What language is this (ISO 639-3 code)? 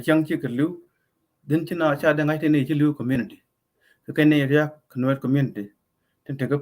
nus